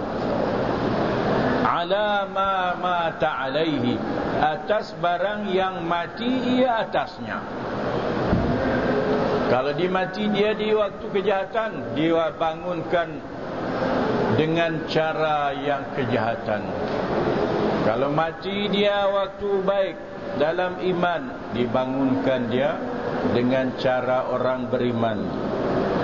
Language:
Malay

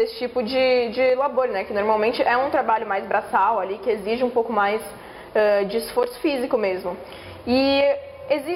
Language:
Portuguese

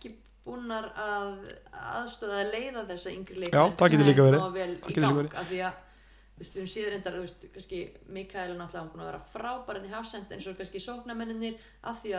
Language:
Icelandic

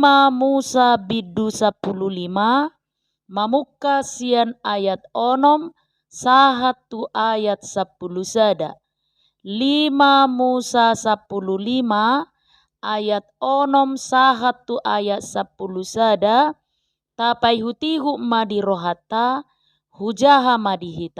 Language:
Batak Toba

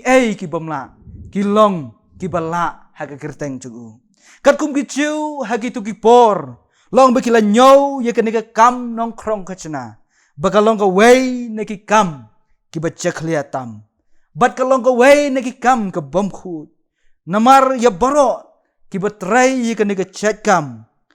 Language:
Khasi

